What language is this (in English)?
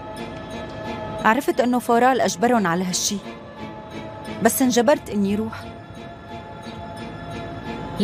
North Levantine Arabic